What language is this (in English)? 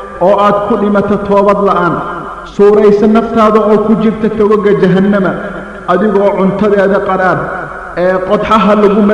Somali